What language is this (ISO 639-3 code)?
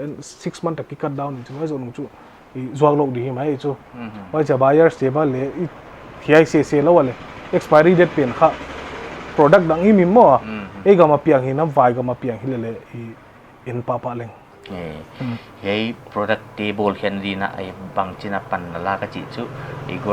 pck